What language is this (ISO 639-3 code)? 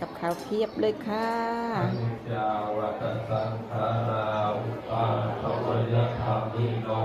lao